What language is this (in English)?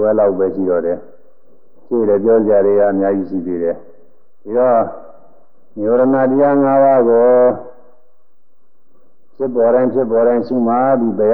Burmese